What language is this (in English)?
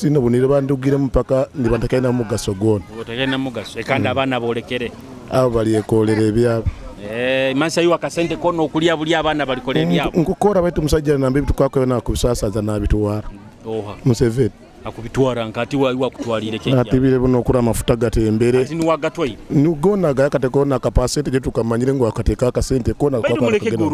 Nyoro